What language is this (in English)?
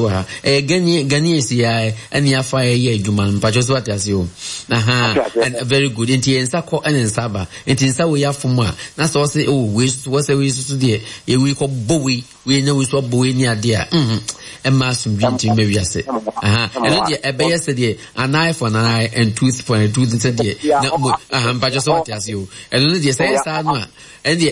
Akan